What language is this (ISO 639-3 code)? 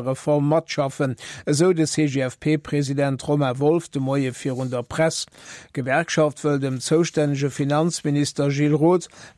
ltz